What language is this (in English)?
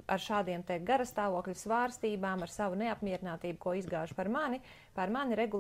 Latvian